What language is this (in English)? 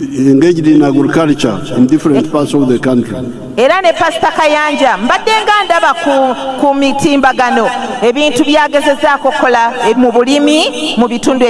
Ganda